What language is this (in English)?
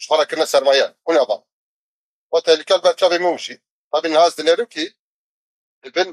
Kurdish